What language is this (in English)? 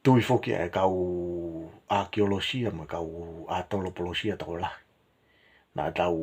Tongan